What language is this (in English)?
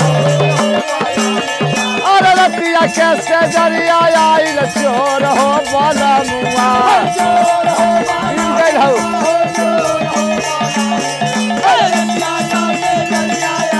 Bhojpuri